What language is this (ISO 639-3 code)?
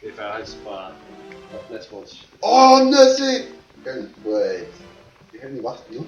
fao